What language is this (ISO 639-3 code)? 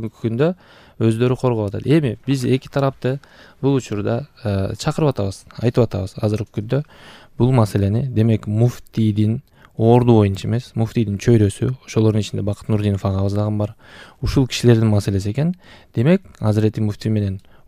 kir